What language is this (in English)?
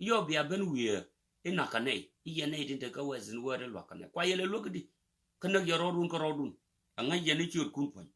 Nuer